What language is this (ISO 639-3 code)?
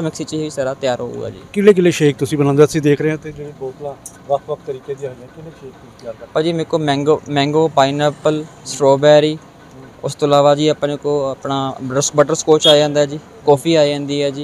pan